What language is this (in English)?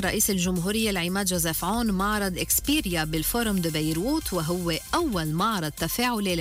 Arabic